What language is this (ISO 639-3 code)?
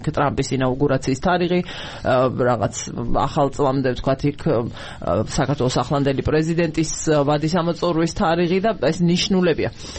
kat